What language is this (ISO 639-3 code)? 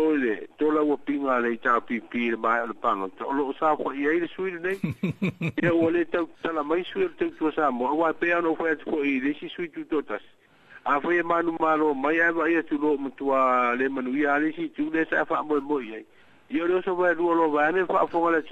smo